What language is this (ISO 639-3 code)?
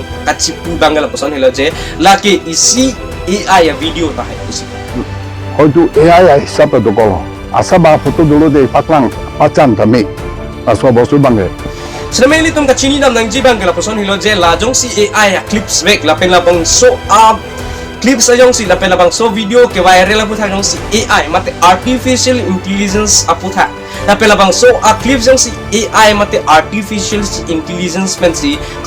mjw